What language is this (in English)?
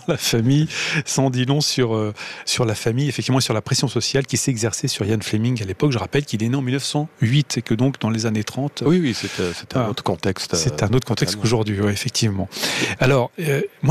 French